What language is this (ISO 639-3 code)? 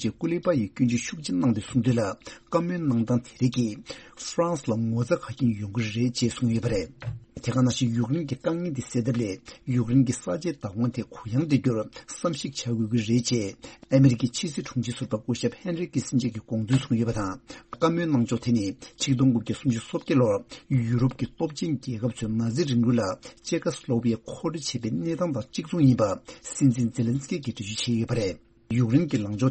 bod